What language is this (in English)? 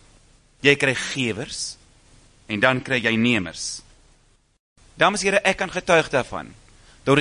Afrikaans